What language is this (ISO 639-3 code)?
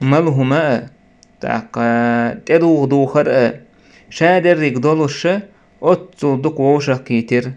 che